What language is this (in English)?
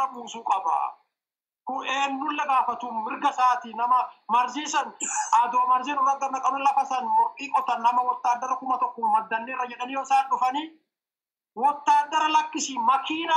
Oromo